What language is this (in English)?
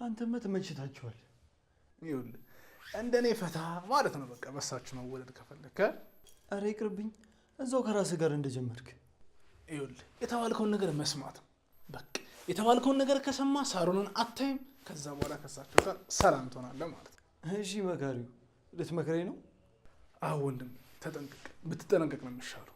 Amharic